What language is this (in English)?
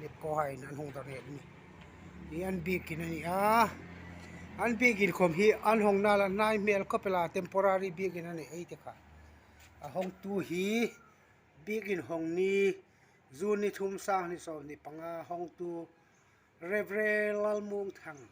Hmar